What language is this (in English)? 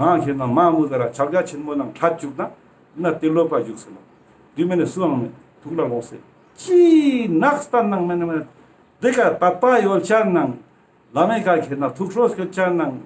Ladakhi